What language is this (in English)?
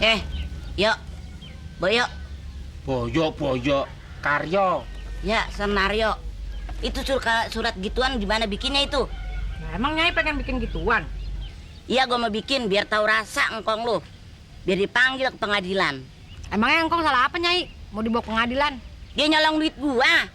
Betawi